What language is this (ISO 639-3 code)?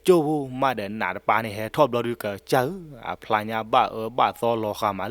ksw